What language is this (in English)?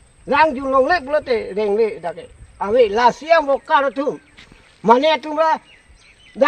Karbi